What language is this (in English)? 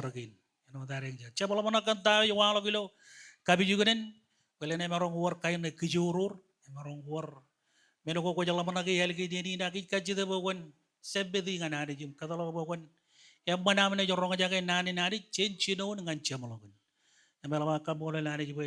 Marshallese